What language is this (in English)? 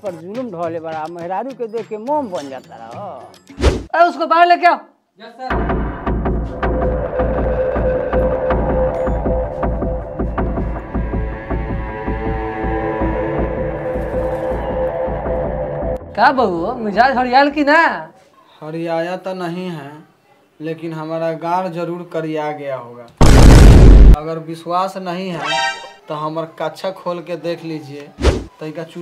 Bhojpuri